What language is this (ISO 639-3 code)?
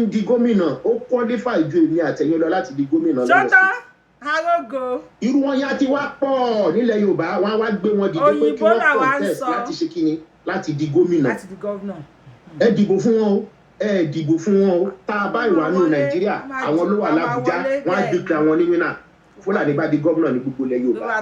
yor